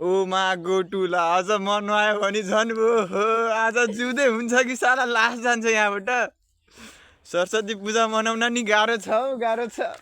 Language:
Nepali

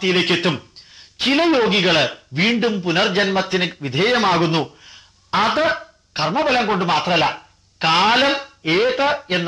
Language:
Malayalam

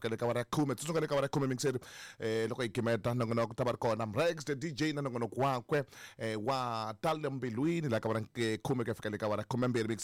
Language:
Tsonga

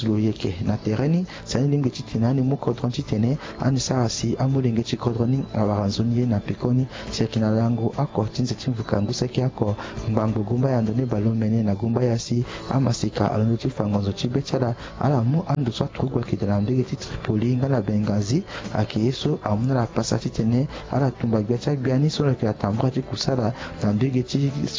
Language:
Sango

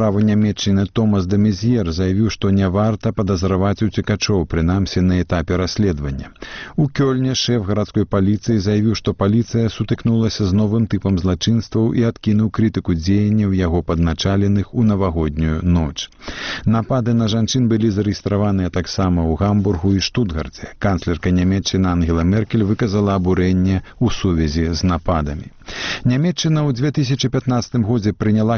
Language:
Belarusian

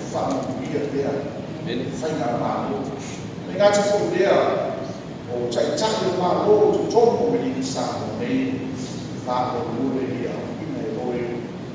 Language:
Samoan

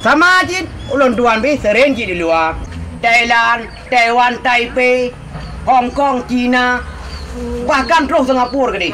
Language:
Achinese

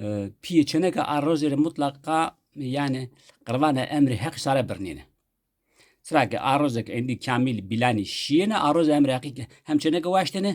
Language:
Zaza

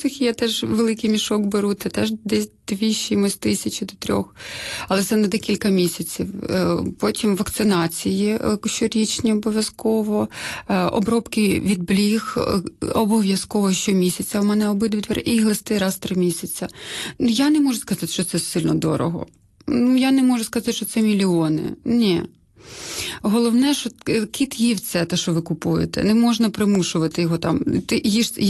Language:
Ukrainian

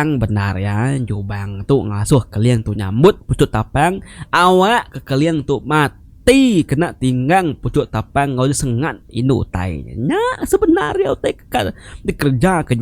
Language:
Iban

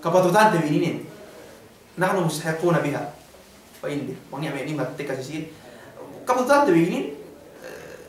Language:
Yakan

